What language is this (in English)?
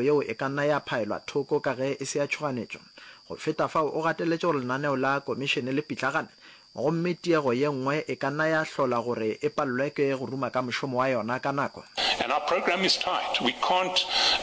Northern Sotho